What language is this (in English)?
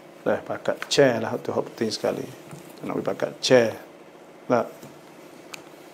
Malay